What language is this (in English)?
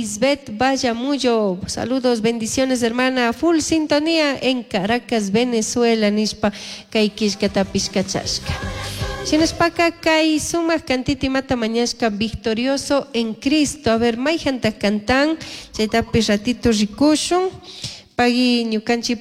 Chimborazo Highland Quichua